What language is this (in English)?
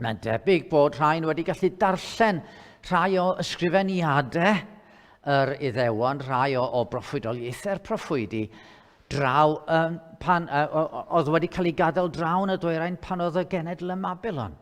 Welsh